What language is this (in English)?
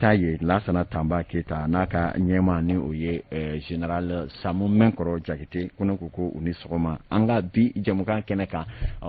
Bambara